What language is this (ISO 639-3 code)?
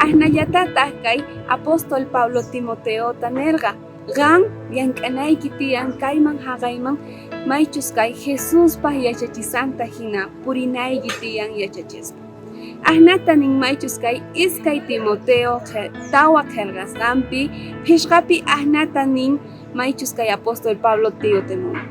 quh